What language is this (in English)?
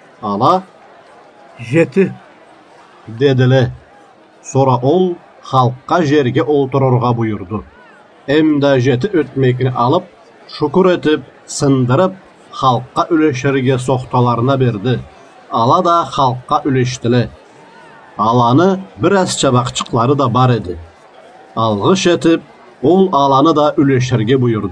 Karachay-Balkar